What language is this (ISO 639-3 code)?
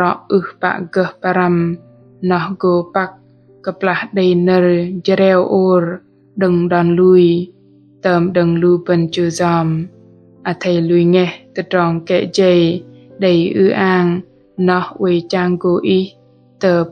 bdq